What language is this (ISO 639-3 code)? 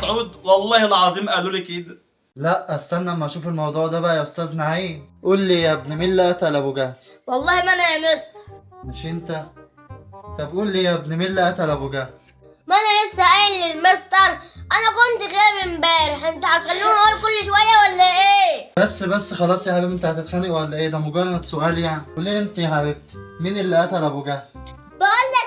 arz